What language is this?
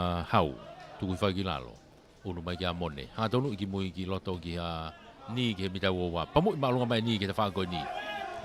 Tongan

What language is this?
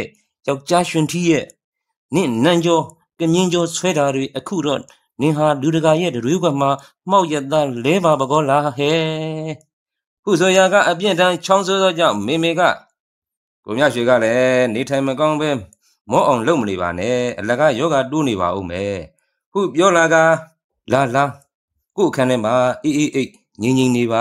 Burmese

